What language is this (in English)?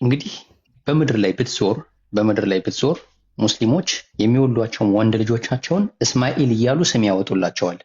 Amharic